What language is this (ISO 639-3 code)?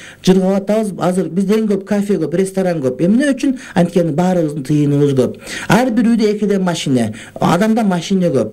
kir